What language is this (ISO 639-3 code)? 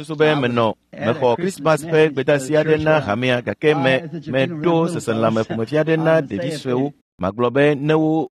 ewe